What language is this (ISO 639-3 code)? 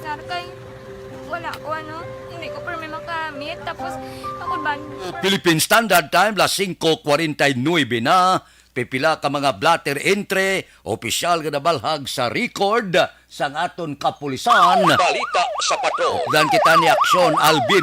hil